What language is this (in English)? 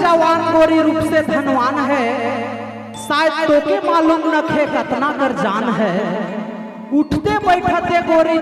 Sadri